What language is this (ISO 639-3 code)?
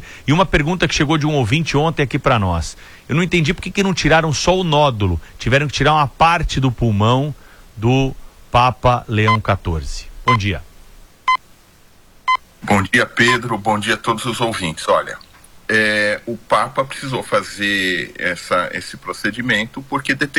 por